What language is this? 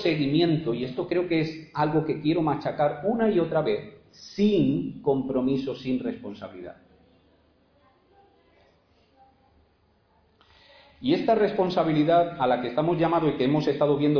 Spanish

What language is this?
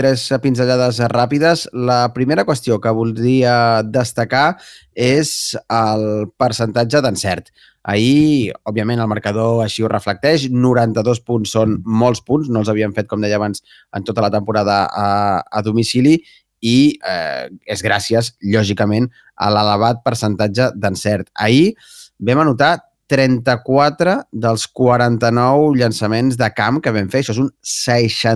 Catalan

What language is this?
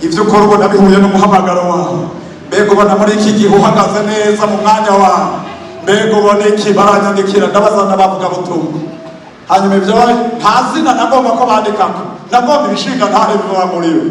Rundi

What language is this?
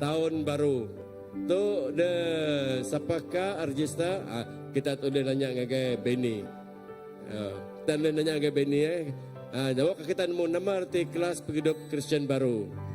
Iban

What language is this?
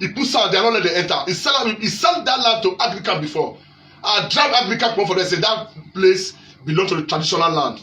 Nigerian Pidgin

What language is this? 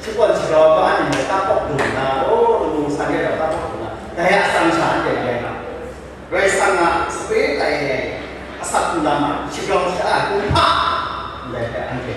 Kachin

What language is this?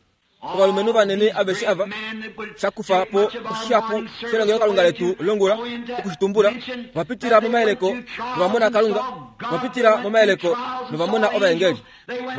Kuanyama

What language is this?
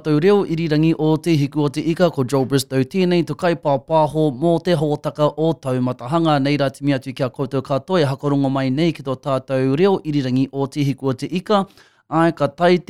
Māori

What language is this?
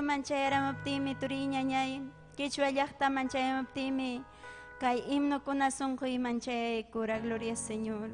Ayacucho Quechua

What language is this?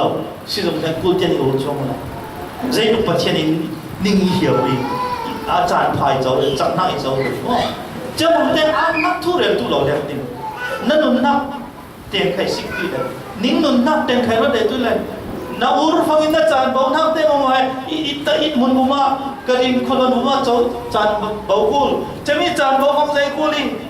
Falam Chin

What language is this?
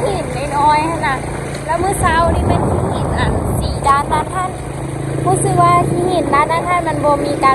Lao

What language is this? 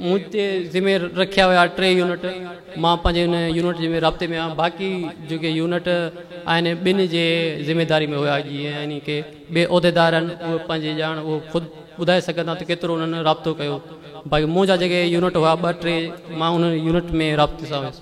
Sindhi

